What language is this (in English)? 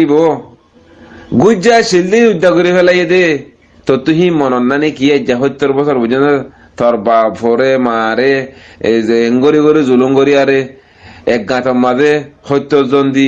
Rohingya